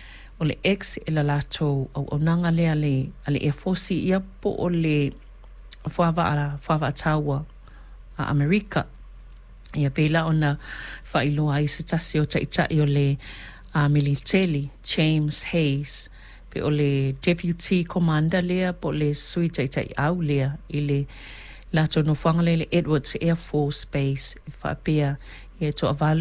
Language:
Samoan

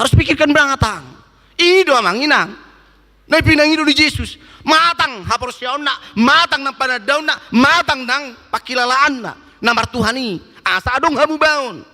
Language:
Batak Toba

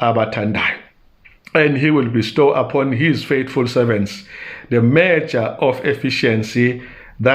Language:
Zulu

